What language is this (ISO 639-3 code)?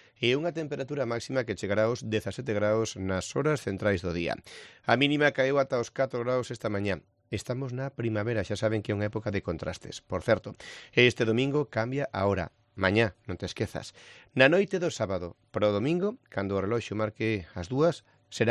glg